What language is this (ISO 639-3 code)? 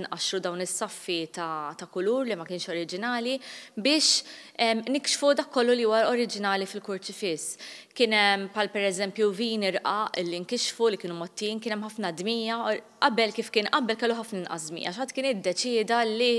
mlt